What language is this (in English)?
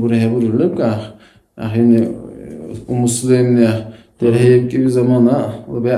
Dargwa